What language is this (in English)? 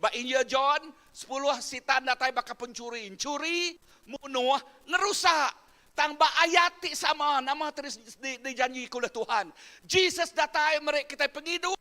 Iban